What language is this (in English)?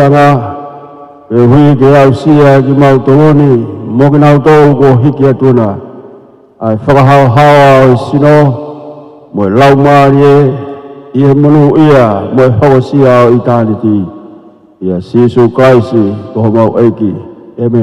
Tongan